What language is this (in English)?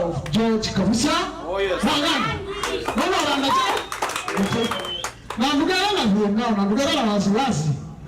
Kamba